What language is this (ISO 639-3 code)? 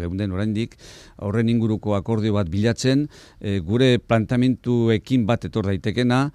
eus